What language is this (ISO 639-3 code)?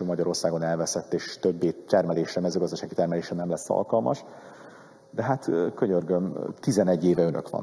hun